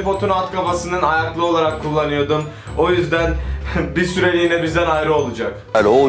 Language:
Turkish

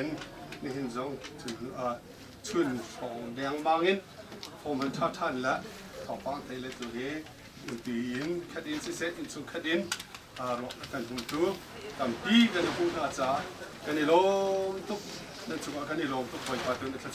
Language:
Hakha Chin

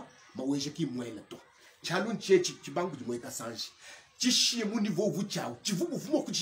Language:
Luba-Lulua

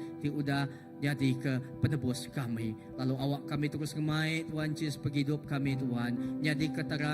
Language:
Iban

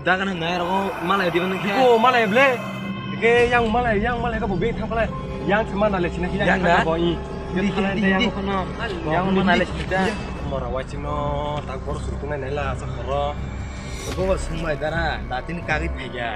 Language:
Kok Borok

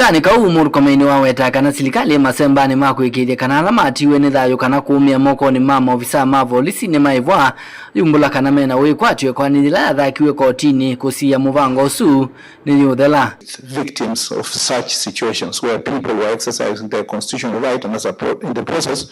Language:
Kamba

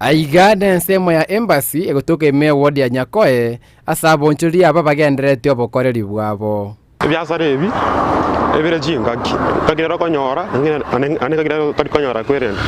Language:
Gusii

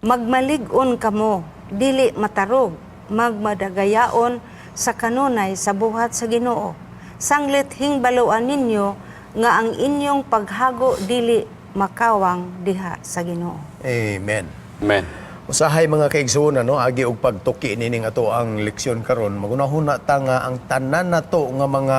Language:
Cebuano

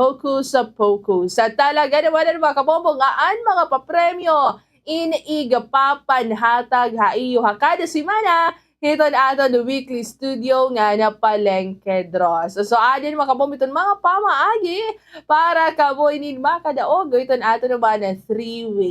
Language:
Waray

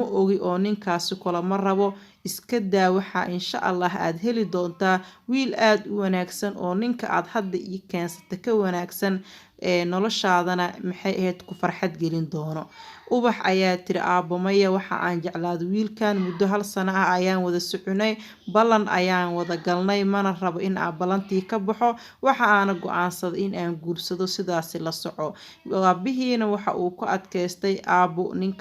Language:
Somali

